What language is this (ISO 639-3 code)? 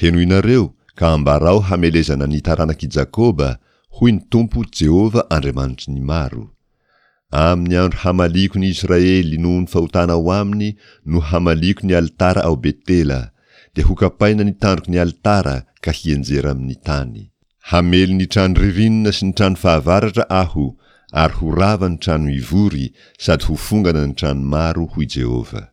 mlg